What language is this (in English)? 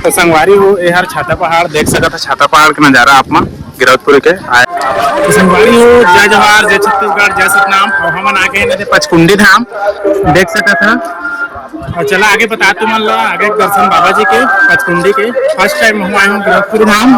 Chhattisgarhi